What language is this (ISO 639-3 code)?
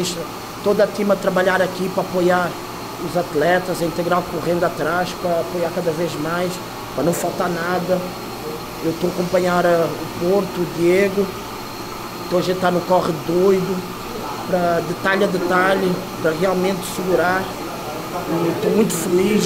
por